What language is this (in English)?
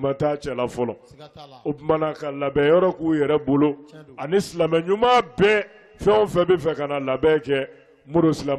Bambara